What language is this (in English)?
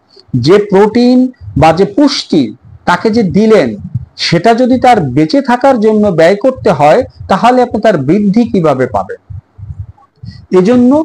Bangla